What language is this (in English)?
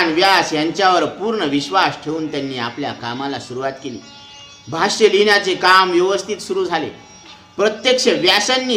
Marathi